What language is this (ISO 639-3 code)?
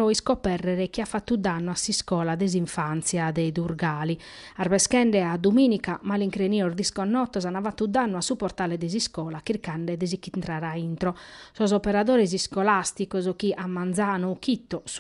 srd